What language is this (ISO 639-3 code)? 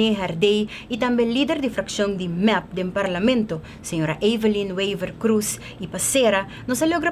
pap